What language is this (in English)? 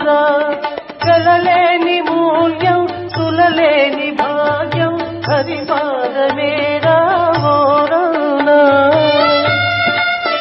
Telugu